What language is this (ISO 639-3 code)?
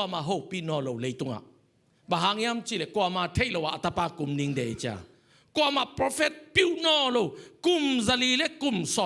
ctd